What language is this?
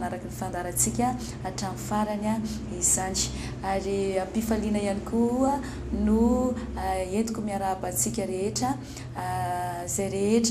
Malagasy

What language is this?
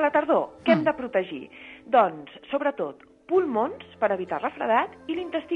Catalan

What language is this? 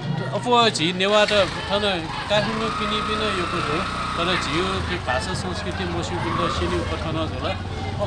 Newari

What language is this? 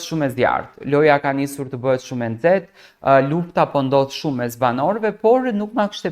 Albanian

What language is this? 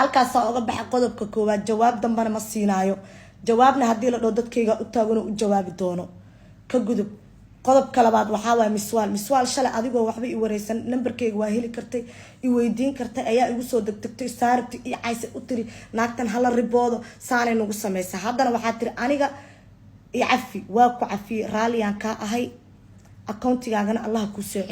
Somali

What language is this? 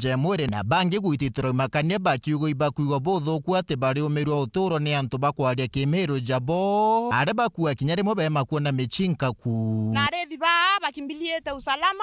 Meru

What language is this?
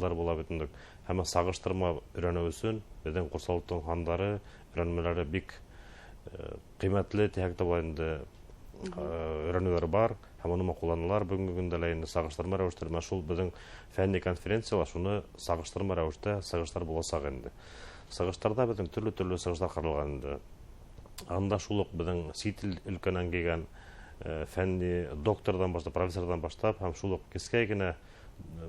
Bashkir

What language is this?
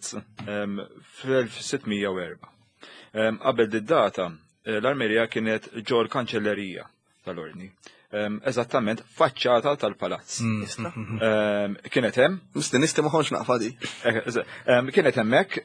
Maltese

